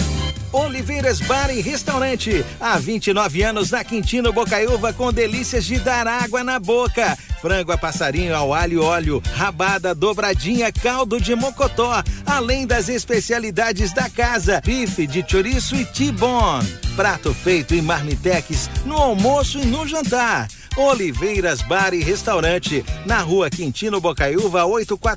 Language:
Portuguese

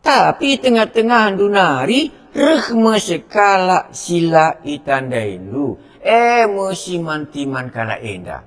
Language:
Batak Karo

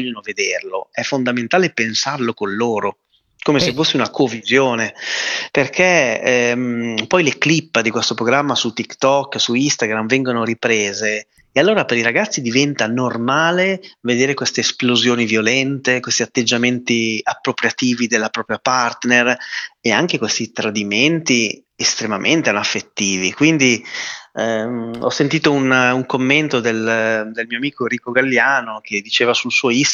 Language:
Italian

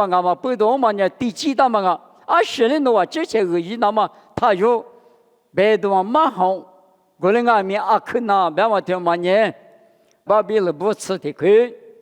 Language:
Lisu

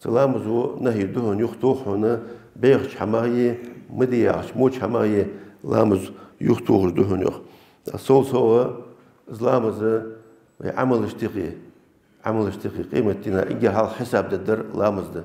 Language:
Ingush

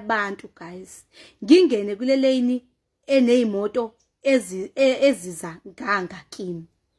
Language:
Zulu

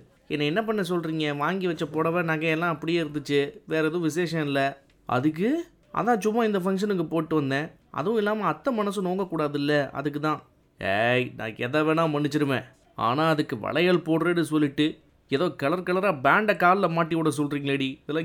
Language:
Tamil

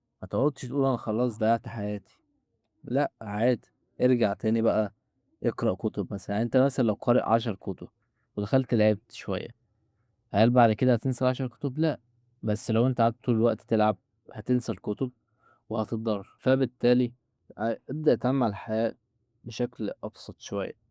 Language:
Egyptian Arabic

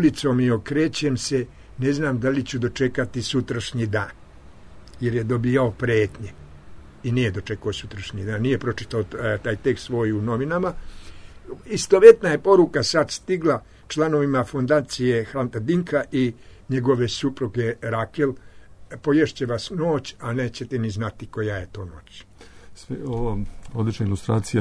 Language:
Serbian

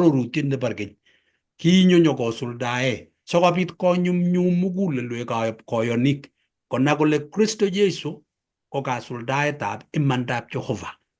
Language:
Kalenjin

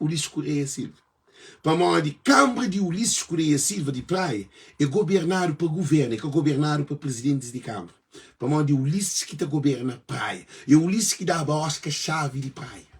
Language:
Kabuverdianu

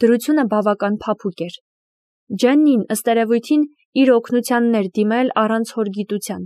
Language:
Armenian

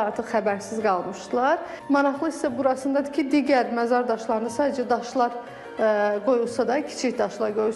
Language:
Azerbaijani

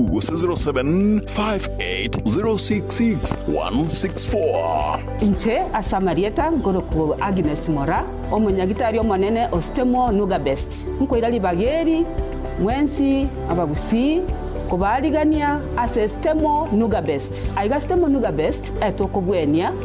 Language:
Gusii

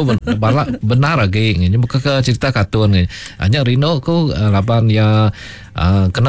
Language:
Iban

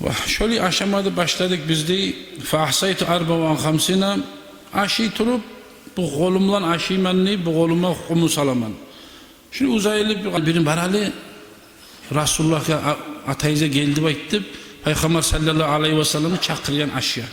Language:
Kumyk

